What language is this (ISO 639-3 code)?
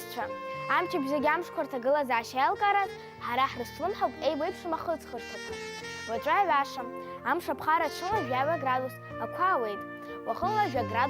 abk